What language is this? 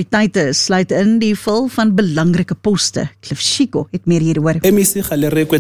Afrikaans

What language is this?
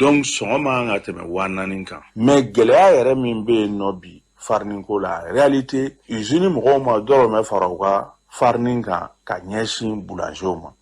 Bambara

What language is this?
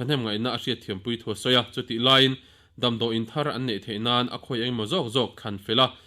Mizo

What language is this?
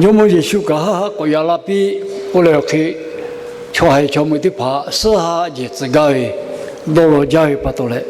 Lahu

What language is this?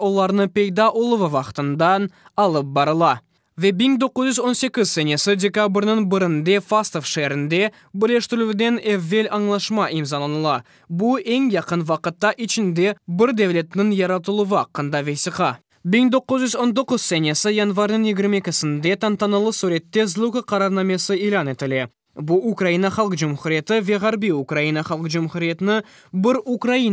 Crimean Tatar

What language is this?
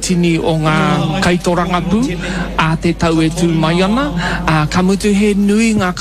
Māori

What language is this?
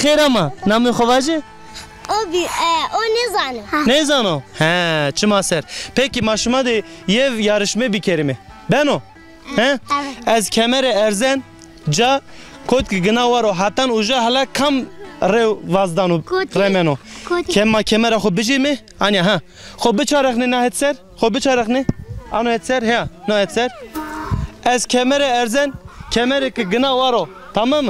Zaza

